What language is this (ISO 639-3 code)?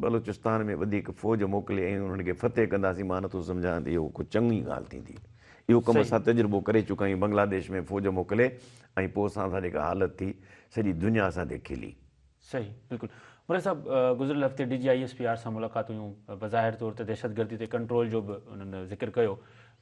snd